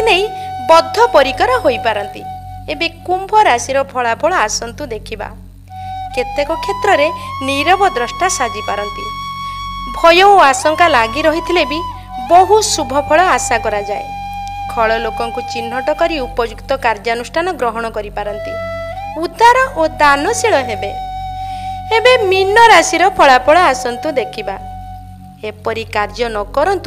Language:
Odia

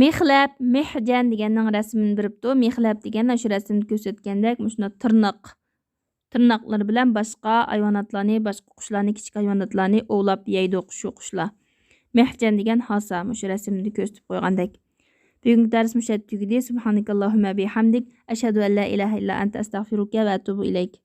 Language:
Uyghur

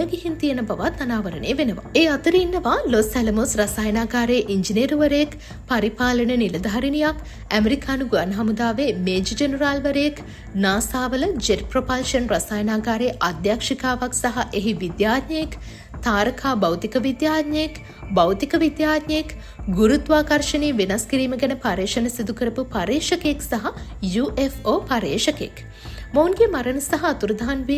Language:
Sinhala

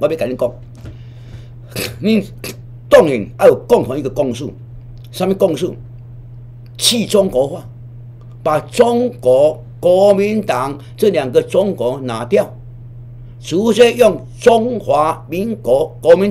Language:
Min Nan Chinese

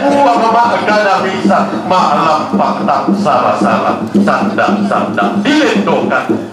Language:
Toraja-Sa'dan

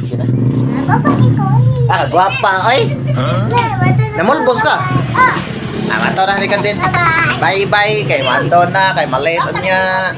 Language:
Cebuano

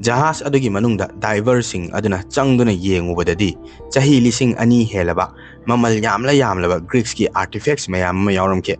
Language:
Manipuri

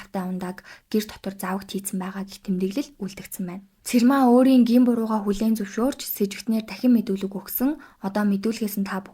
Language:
Mongolian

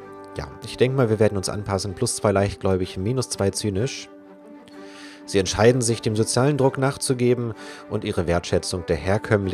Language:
German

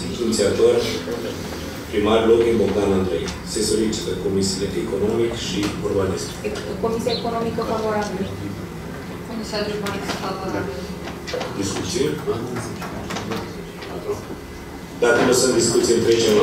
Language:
Romanian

